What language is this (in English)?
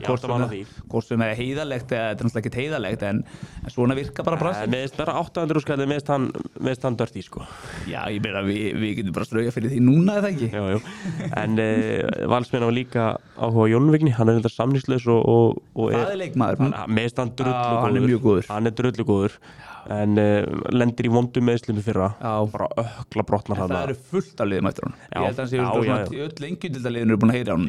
Icelandic